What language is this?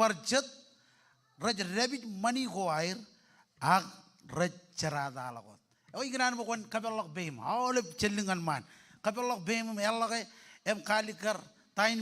Marshallese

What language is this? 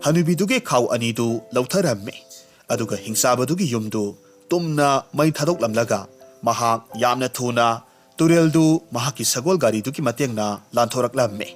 Manipuri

